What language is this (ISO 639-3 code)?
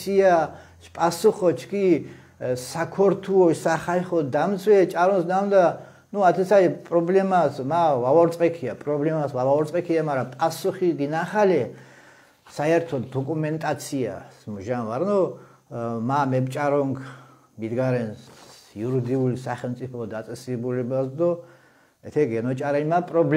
xmf